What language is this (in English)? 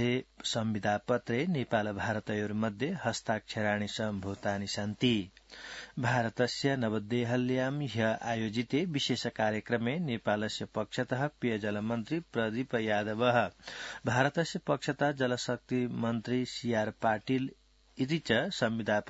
Sanskrit